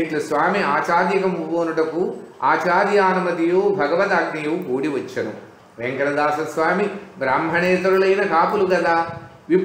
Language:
Telugu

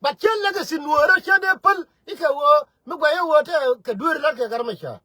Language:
Nuer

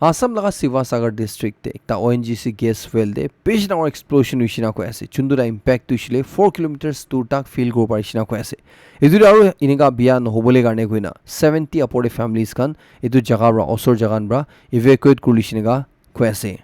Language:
Naga Pidgin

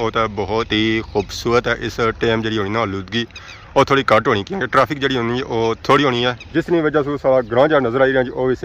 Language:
Pahari-Potwari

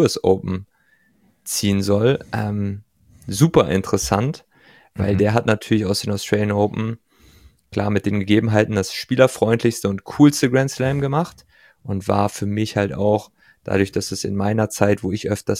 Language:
German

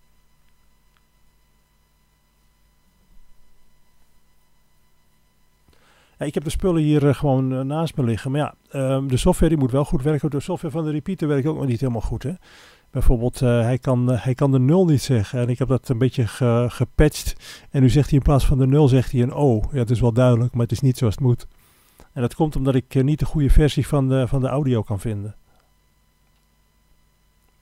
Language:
Dutch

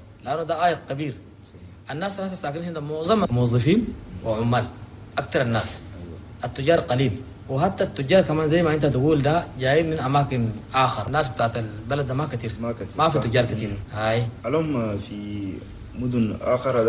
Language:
Chadian Arabic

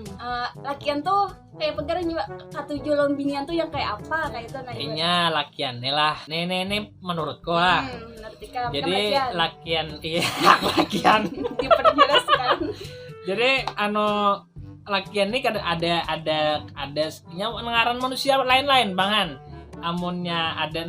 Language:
Banjar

